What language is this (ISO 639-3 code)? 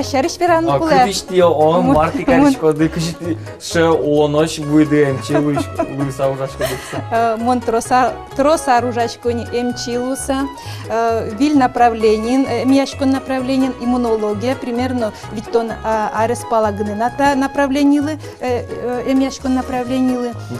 udm